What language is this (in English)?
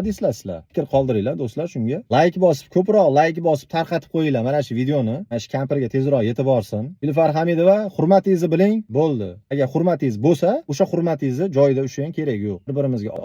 Uzbek